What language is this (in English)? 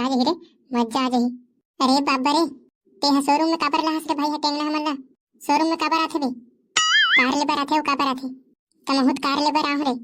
Chhattisgarhi